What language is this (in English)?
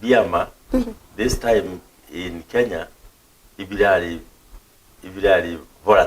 Meru